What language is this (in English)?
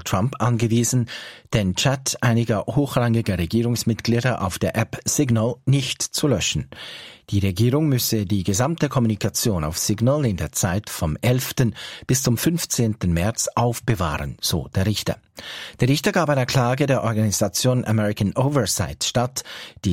German